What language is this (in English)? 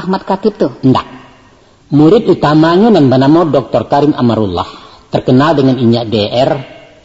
Minangkabau